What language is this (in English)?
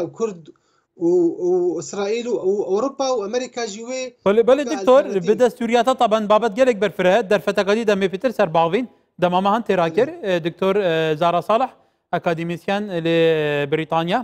Kurdish